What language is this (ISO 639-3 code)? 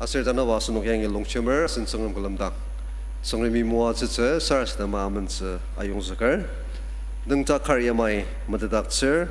njo